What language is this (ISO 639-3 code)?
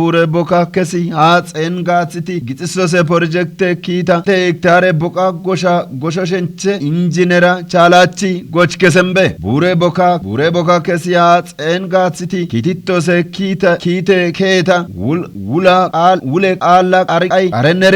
kbr